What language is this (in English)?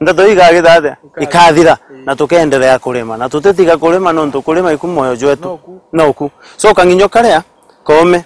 Meru